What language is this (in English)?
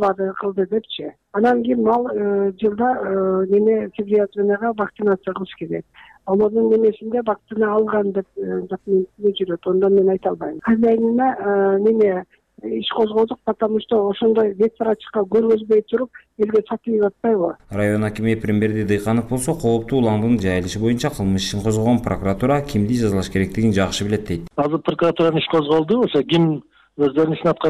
Kyrgyz